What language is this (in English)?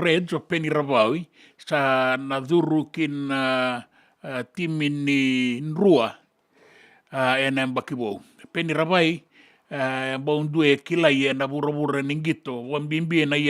Fijian